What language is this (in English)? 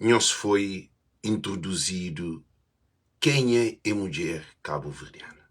Kabuverdianu